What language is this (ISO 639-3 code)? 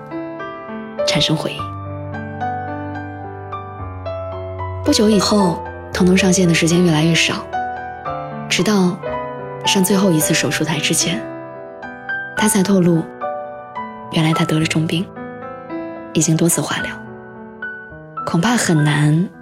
zho